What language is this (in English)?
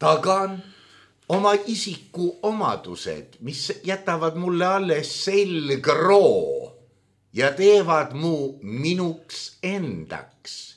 Estonian